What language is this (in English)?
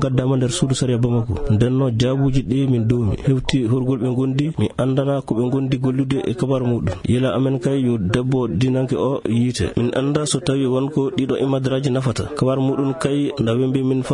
Fula